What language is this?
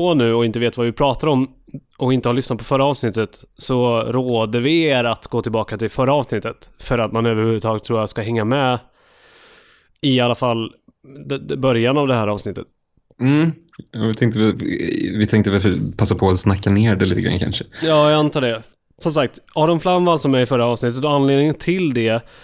Swedish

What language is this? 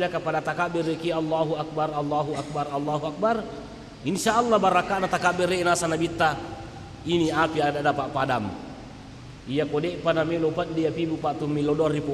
Buginese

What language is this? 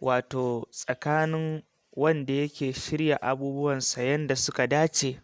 Hausa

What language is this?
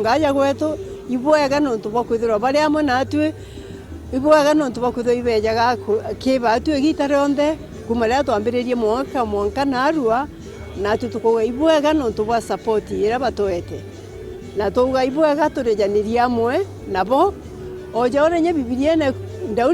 Meru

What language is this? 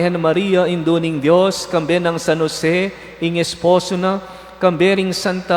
Pampanga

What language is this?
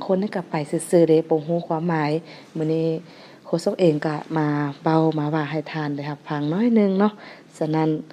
Lao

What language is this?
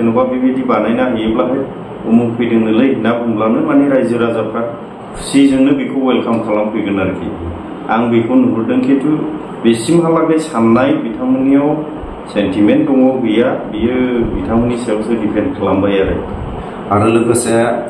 Bodo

